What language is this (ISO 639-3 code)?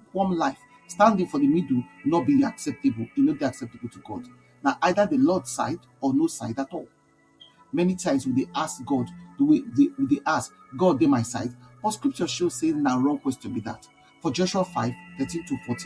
pcm